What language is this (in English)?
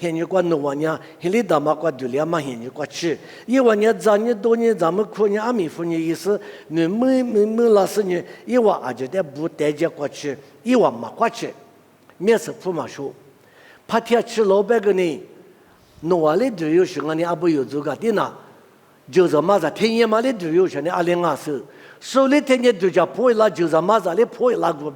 Lisu